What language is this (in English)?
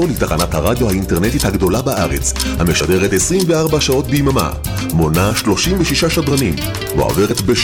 Hebrew